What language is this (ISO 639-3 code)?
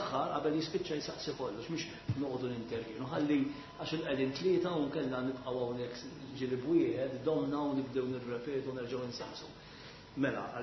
mlt